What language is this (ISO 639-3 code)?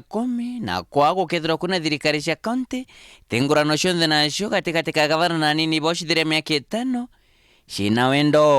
mer